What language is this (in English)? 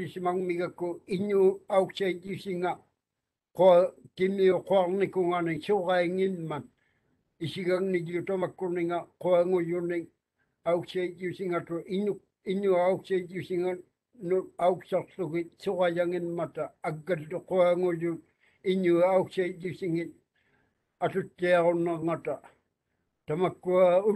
Māori